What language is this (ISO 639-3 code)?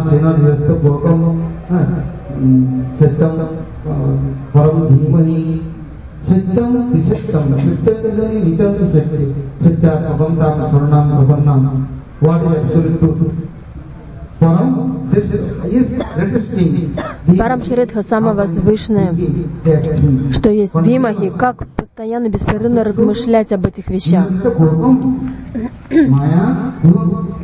rus